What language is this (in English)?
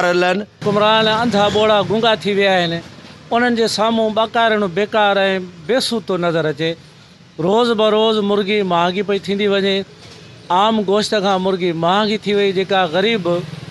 Sindhi